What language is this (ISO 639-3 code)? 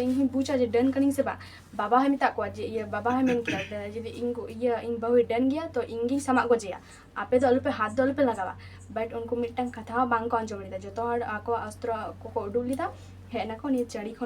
sat